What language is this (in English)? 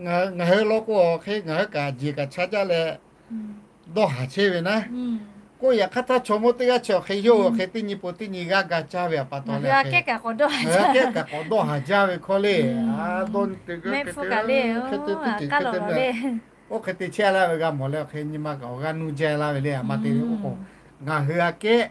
Lahu